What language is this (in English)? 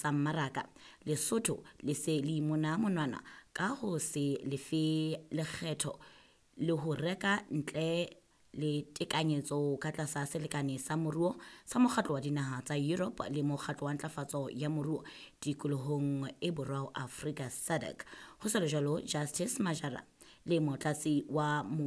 Southern Sotho